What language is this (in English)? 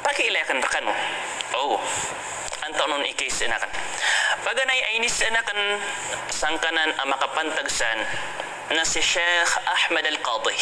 Maranao